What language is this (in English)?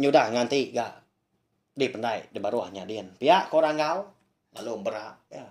Iban